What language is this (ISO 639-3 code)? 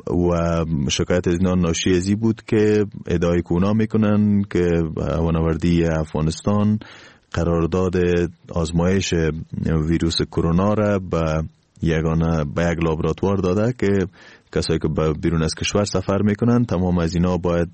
fas